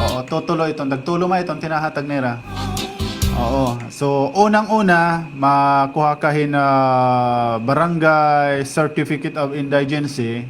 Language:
Waray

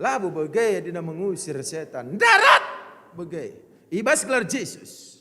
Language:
Batak Karo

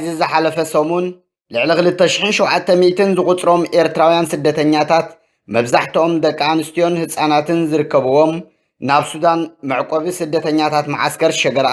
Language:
Tigrinya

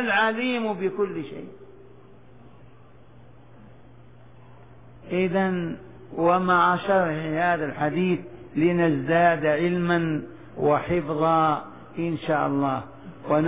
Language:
Arabic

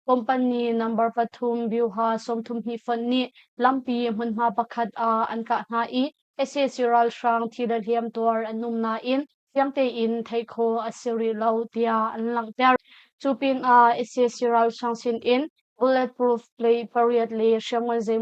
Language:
Hakha Chin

